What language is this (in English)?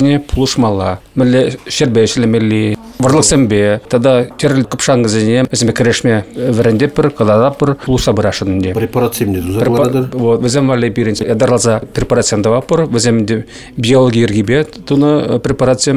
Chuvash